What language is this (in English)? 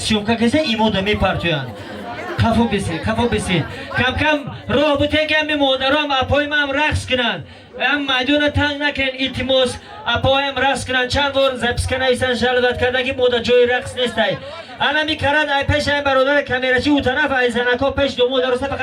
Tajik